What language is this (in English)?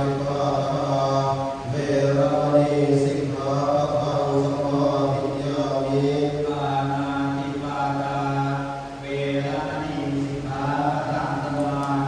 Pali